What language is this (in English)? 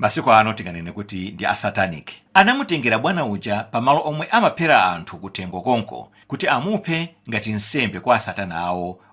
Nyanja